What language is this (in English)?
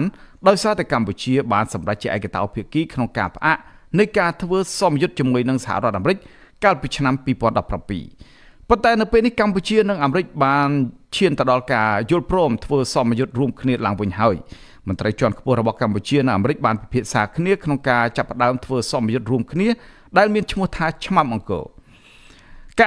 Khmer